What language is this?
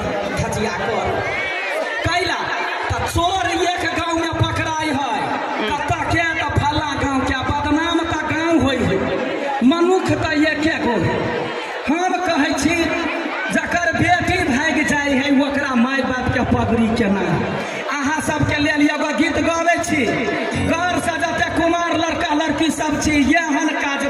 Maithili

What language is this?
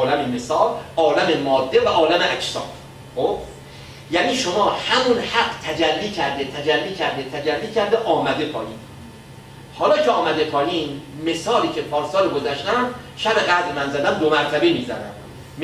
Persian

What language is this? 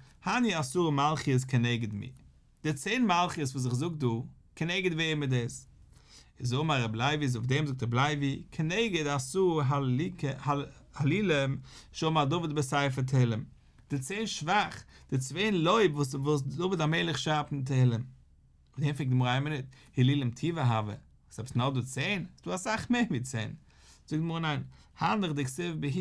Yiddish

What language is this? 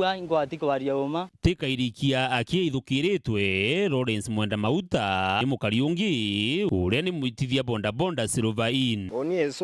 Meru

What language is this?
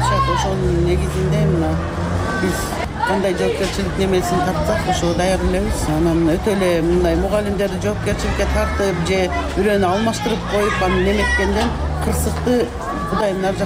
Kyrgyz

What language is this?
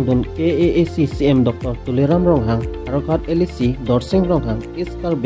Karbi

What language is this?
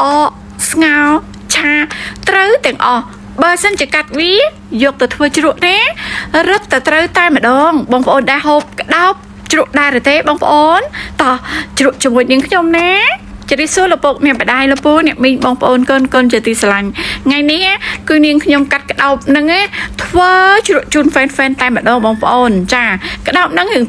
Khmer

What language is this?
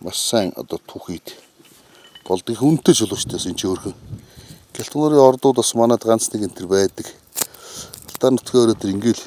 Mongolian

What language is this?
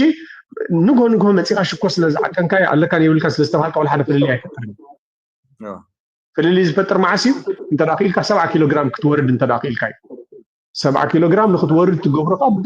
Tigrinya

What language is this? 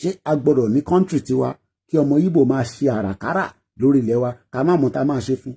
Yoruba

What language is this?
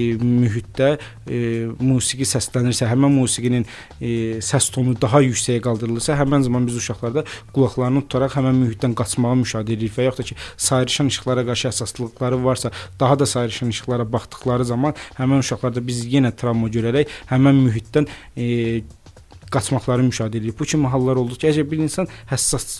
Azerbaijani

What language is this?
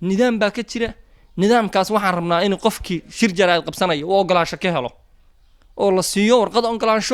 Somali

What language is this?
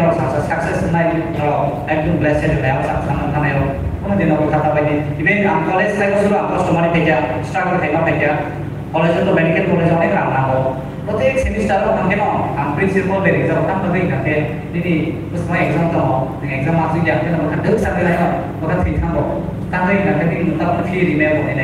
Kok Borok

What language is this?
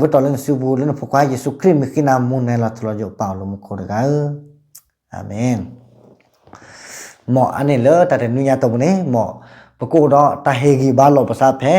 S'gaw Karen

